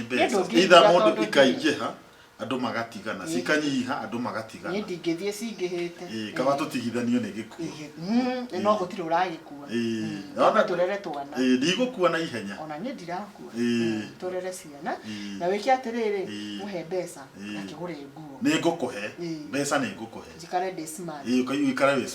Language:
Kikuyu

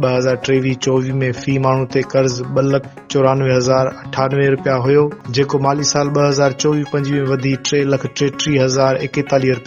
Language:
Sindhi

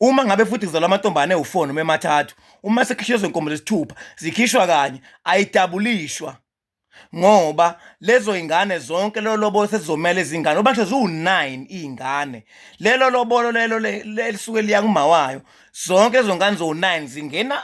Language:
Zulu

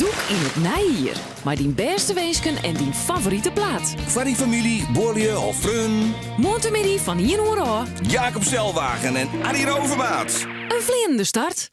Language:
Western Frisian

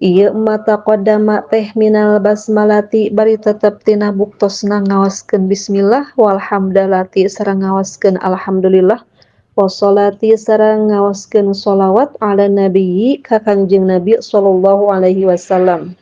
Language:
Sundanese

